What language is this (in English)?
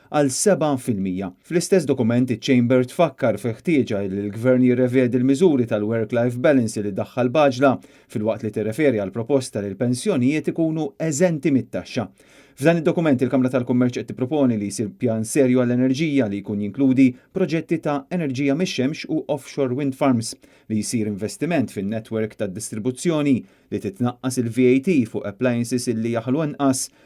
Maltese